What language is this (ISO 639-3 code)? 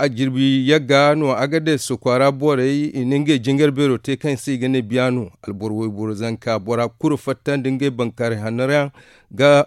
dje